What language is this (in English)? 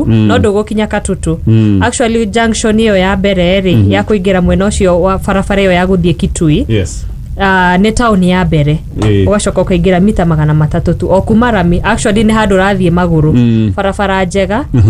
Kikuyu